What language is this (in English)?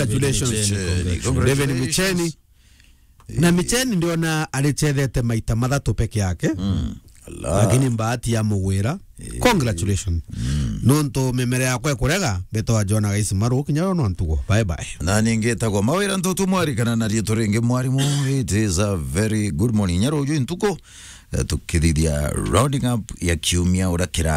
Meru